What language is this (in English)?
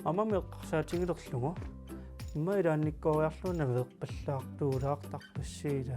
Kalaallisut